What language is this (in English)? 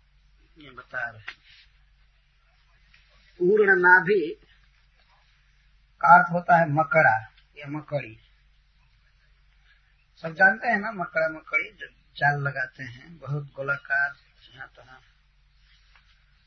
Hindi